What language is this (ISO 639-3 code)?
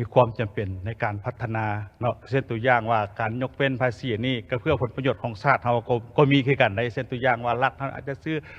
lao